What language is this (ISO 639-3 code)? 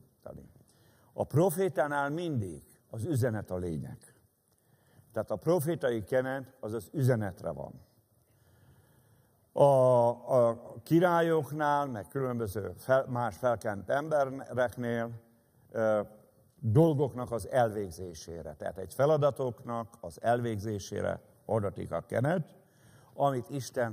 hun